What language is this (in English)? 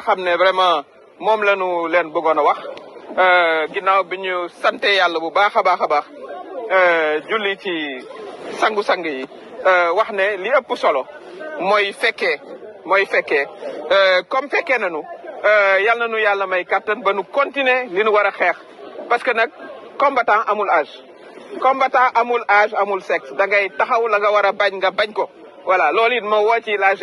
Wolof